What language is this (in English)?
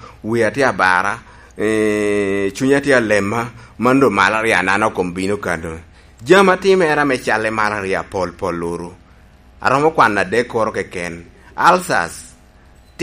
Lango (Uganda)